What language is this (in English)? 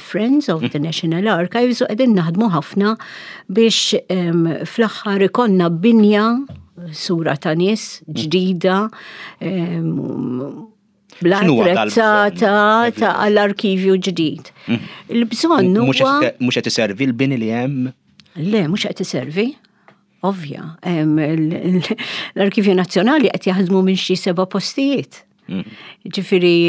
Maltese